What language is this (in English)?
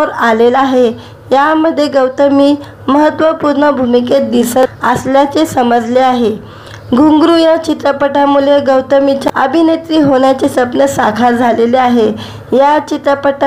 Marathi